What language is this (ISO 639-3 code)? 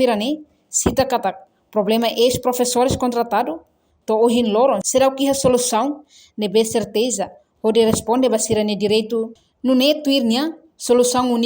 tet